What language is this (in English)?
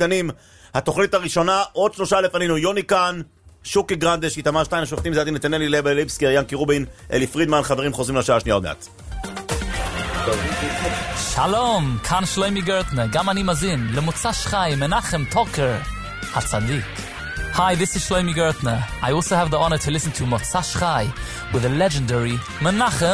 Hebrew